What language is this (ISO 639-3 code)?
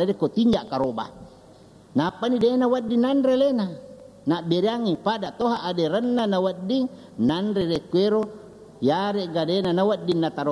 bug